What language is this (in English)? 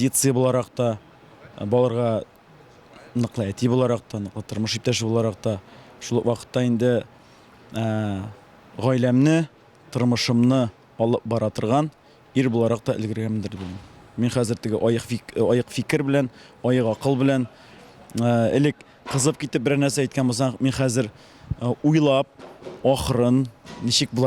Tatar